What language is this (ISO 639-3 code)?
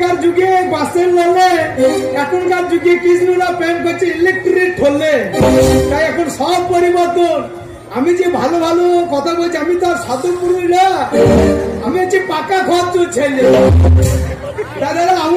ben